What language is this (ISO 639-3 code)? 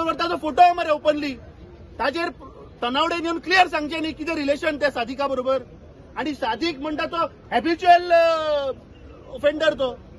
kok